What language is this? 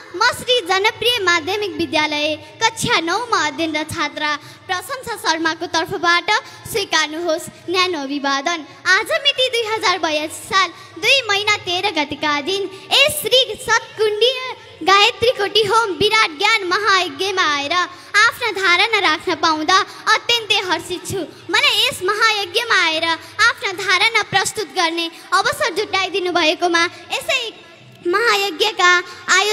Nepali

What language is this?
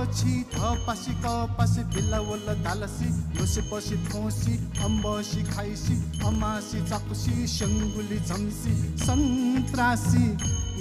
Newari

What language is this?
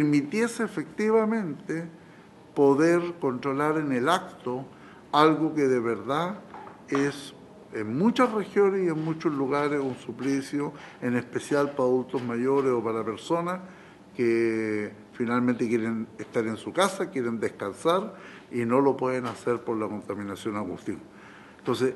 Spanish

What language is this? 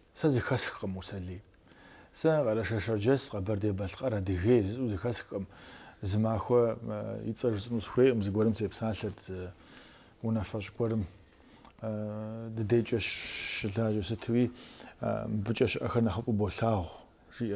Kabardian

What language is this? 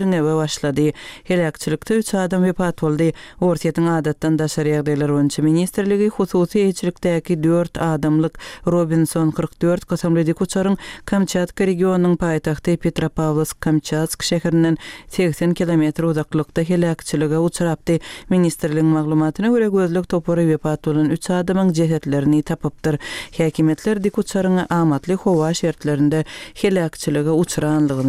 Turkmen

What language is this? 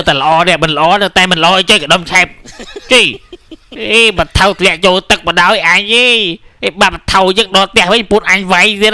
Khmer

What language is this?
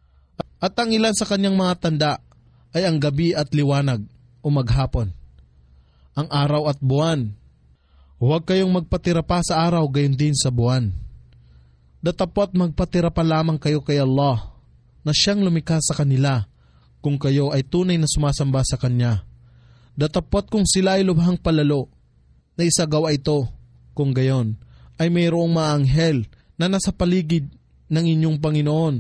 Filipino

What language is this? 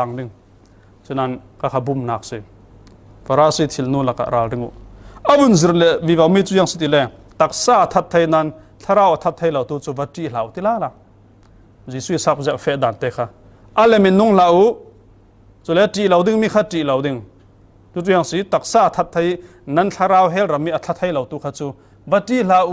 Falam Chin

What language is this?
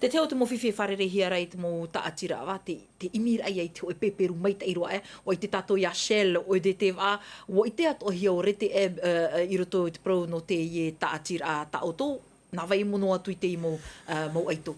Tahitian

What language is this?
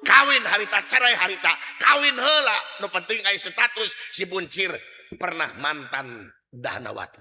Sundanese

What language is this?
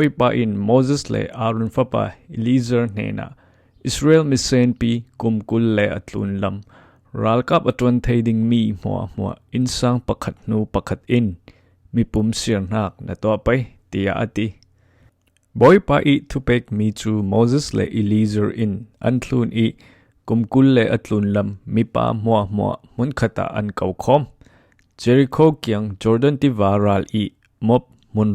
Falam Chin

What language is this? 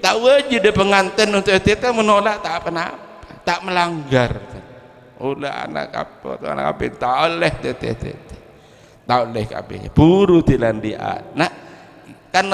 Madurese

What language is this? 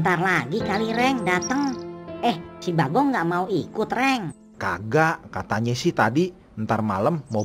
Betawi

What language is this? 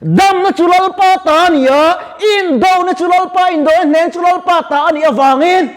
Mizo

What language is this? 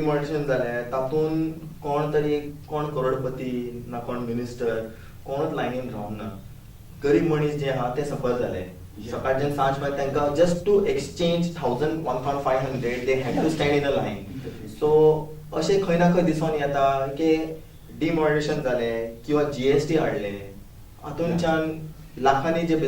Konkani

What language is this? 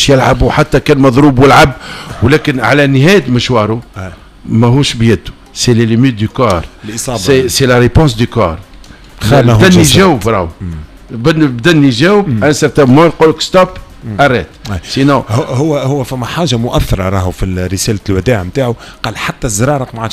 Tunisian Arabic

